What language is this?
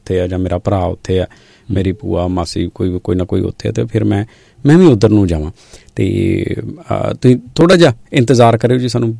Punjabi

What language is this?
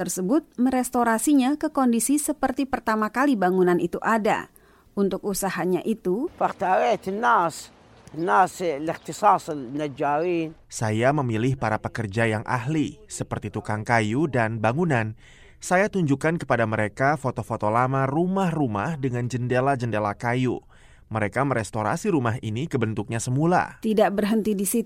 Indonesian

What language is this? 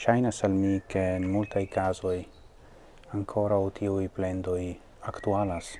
Esperanto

